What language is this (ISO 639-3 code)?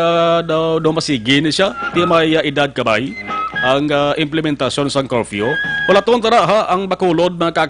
hil